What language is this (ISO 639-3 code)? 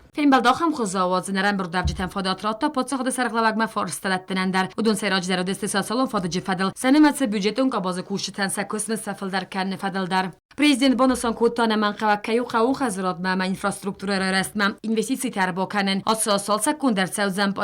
oss